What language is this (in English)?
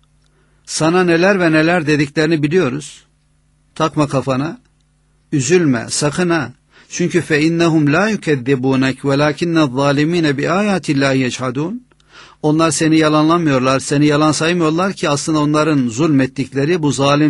Turkish